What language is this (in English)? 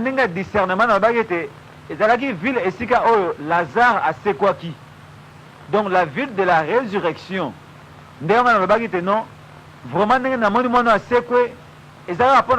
Lingala